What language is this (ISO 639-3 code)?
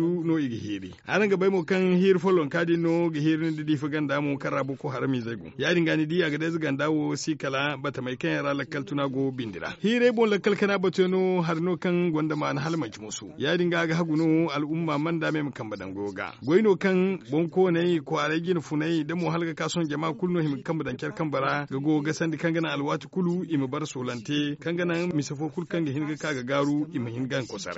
dje